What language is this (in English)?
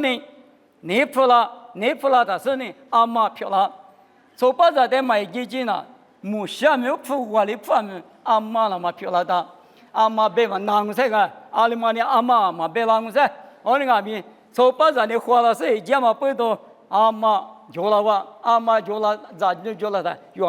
Lisu